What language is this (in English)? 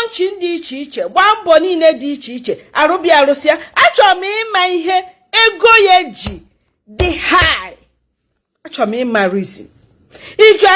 Igbo